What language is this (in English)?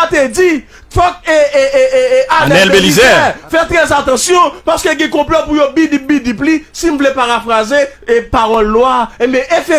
Haitian Creole